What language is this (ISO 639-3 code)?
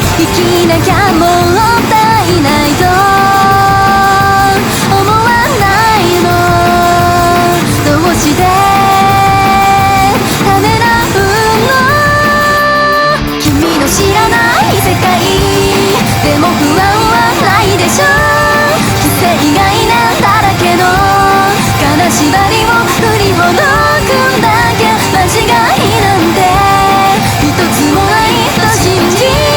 jpn